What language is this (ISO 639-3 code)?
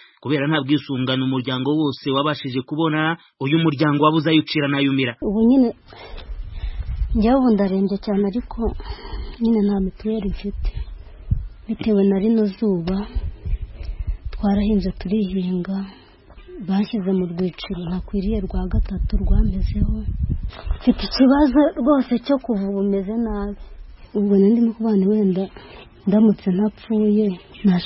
kin